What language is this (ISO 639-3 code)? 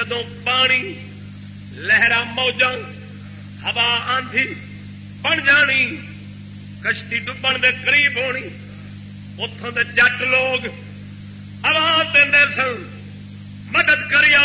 skr